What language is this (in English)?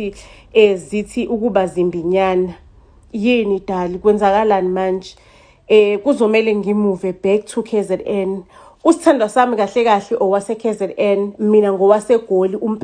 Zulu